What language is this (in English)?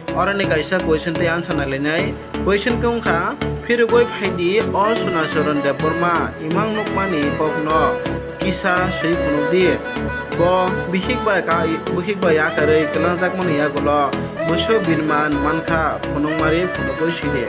Kok Borok